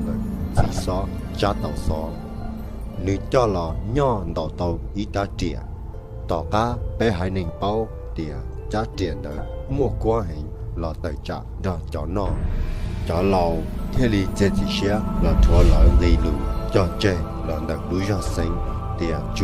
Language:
Hmong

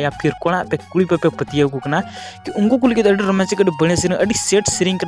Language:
Santali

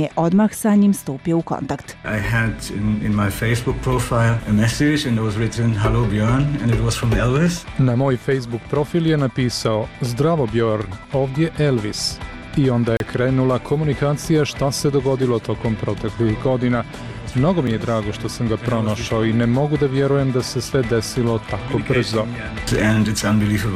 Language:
Serbian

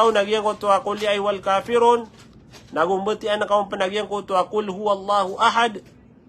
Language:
Maranao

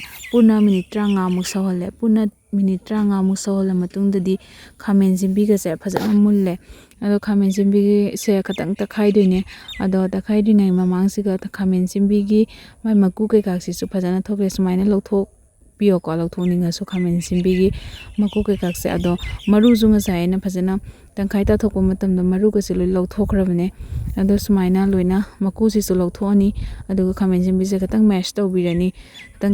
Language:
Manipuri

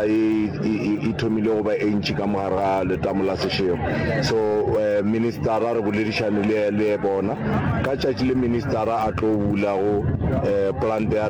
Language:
Northern Sotho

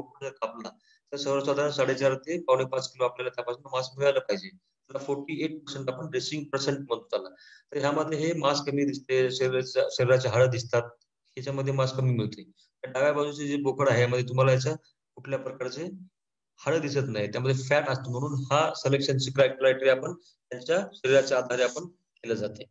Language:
Marathi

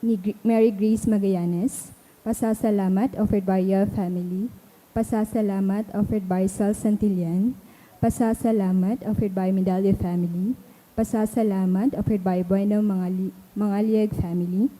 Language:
Bikol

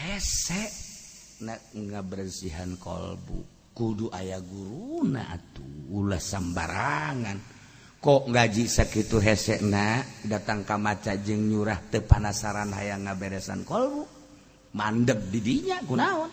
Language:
Sundanese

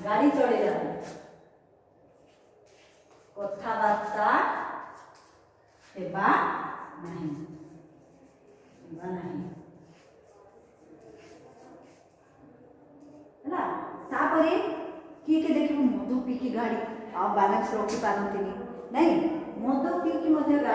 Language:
Odia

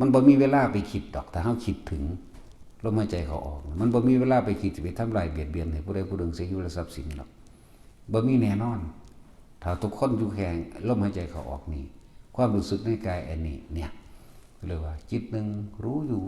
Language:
Northeastern Thai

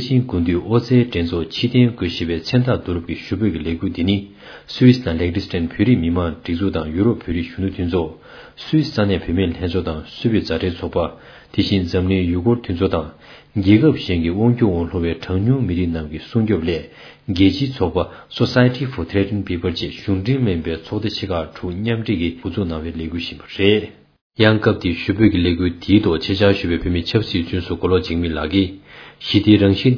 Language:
Tibetan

